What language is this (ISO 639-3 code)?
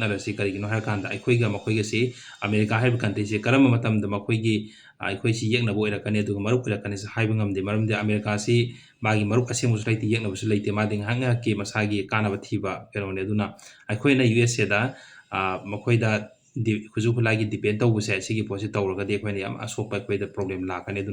mni